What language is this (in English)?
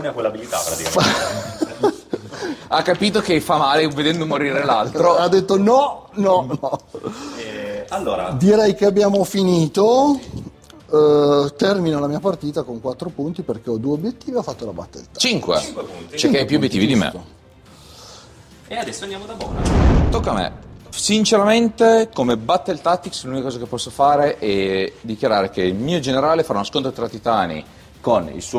Italian